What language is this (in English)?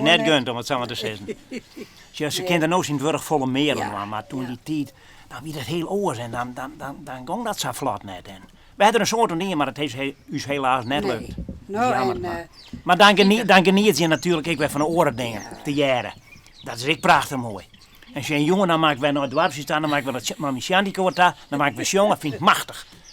Western Frisian